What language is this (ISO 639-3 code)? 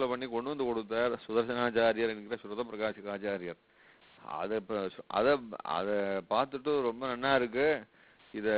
tam